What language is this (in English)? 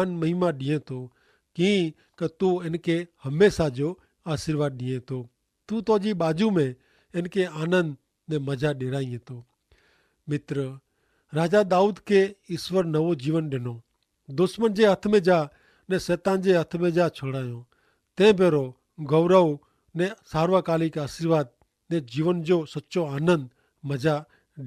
Kachhi